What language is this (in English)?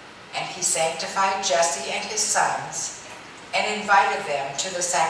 English